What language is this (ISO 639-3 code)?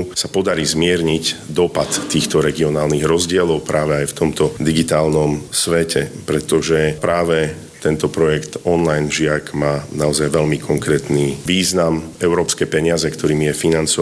slk